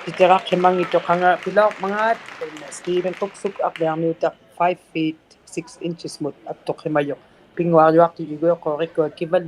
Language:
Inuktitut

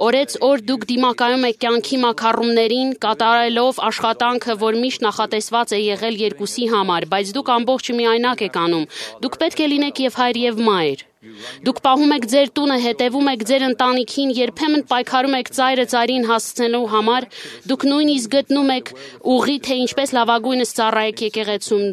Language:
Armenian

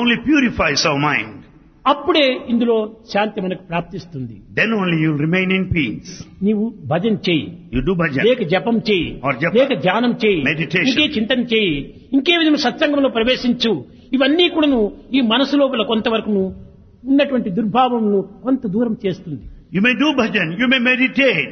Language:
Telugu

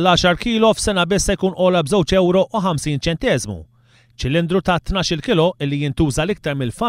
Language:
Maltese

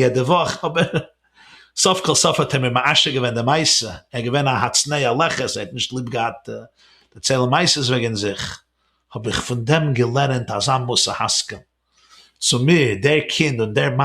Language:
Yiddish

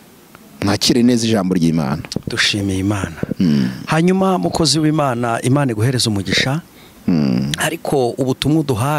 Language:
Kinyarwanda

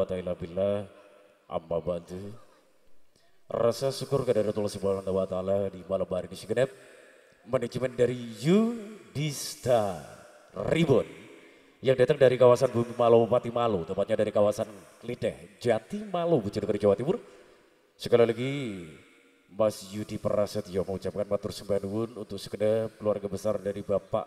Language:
Indonesian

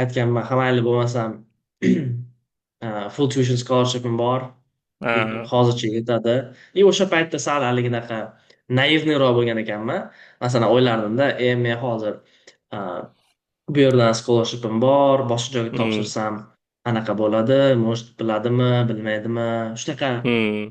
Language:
Uzbek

